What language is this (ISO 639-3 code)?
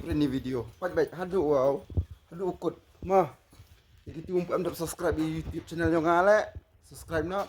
kha